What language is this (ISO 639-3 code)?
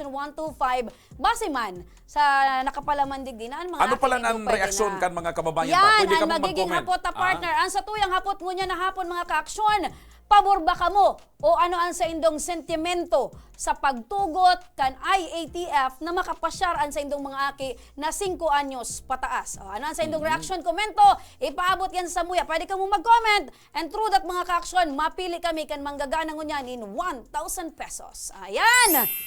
bik